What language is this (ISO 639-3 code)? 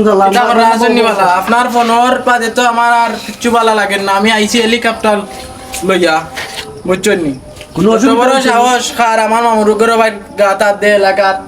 syl